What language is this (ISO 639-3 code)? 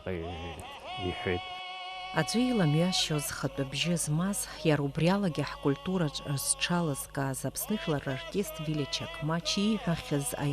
abk